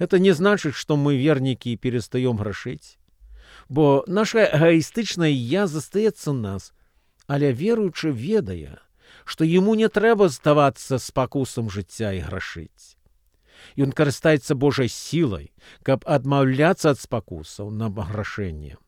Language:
Belarusian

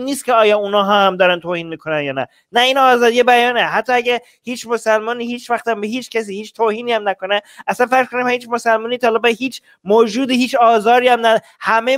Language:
Persian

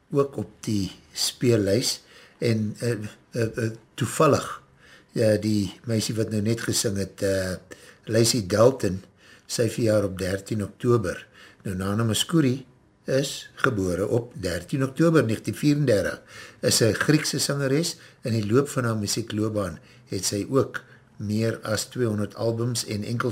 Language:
Afrikaans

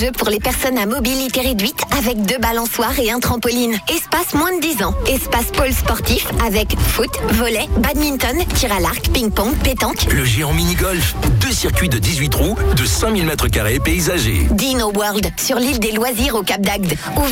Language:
French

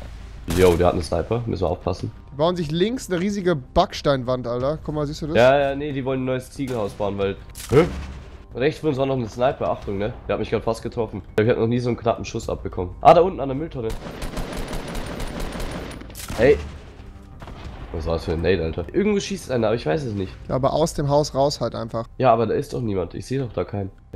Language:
German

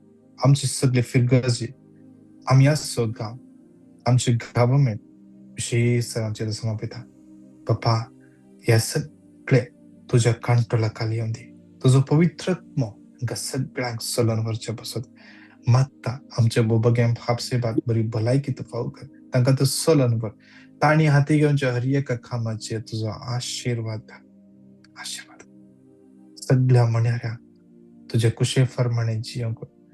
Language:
Konkani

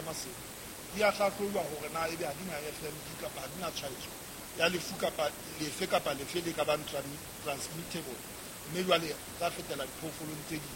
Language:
Southern Sotho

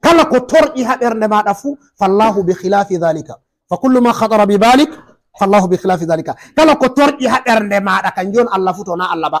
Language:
Fula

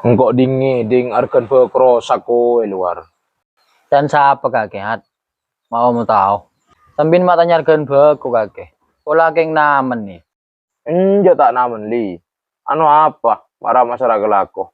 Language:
Madurese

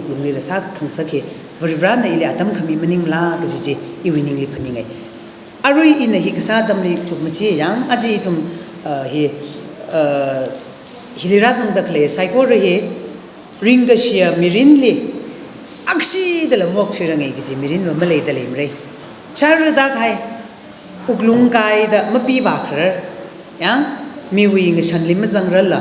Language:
Tangkhul Naga (India)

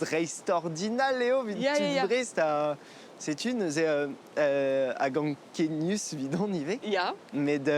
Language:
Breton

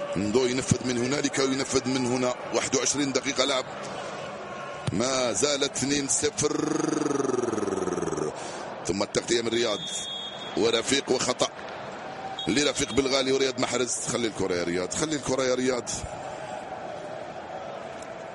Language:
Arabic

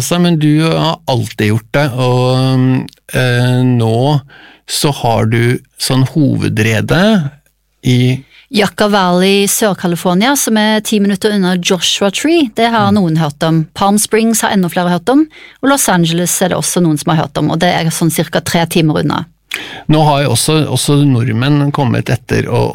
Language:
Norwegian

